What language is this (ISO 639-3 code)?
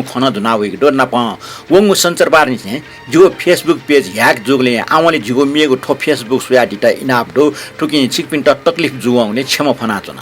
new